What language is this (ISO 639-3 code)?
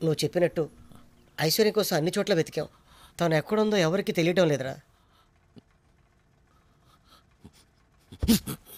tel